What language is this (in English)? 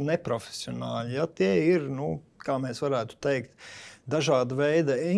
Latvian